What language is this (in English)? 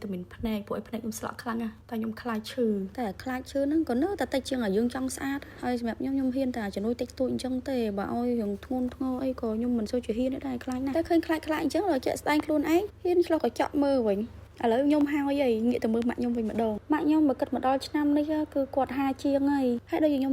Khmer